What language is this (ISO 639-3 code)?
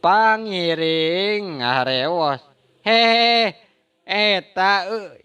sun